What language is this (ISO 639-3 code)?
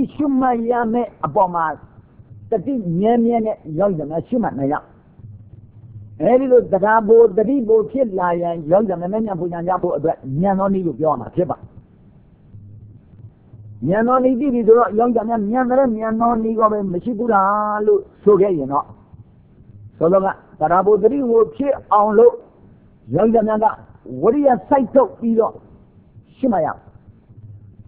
mya